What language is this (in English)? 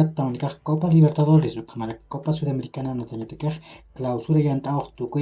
Aymara